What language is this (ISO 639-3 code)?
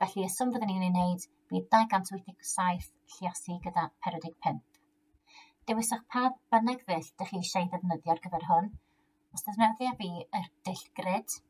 cym